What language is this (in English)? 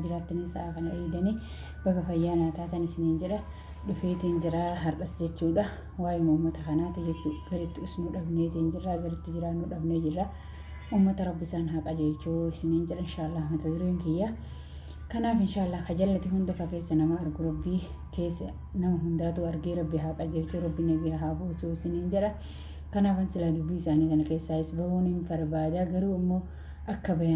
Oromo